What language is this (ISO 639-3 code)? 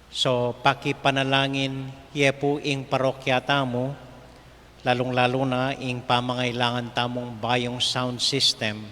pam